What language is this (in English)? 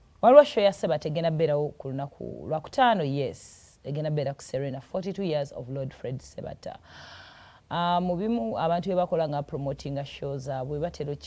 Ganda